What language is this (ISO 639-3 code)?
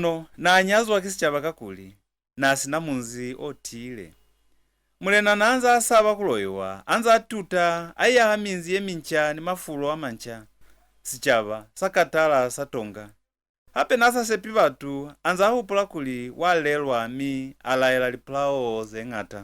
loz